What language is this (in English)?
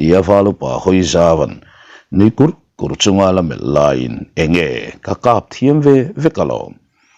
Mizo